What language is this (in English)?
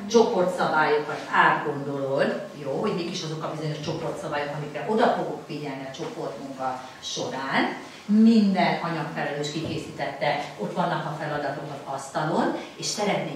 Hungarian